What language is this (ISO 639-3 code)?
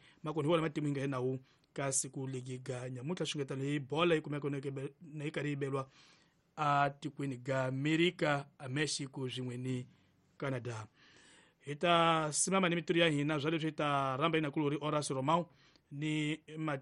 tso